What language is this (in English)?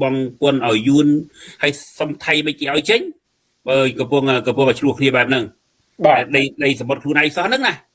Khmer